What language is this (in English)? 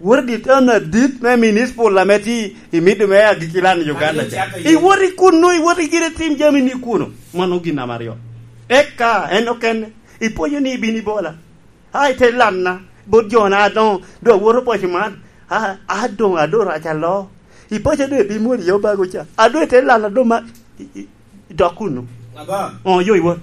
Lango (Uganda)